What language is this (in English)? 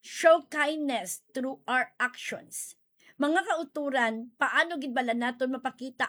Hiligaynon